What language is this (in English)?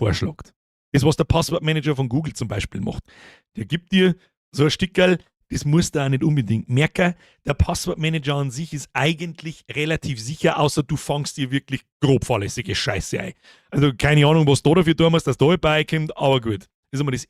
Bavarian